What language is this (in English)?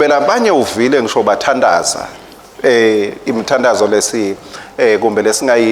Swati